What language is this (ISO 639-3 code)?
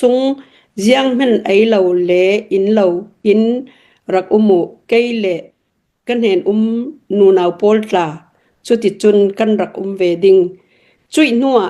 cnh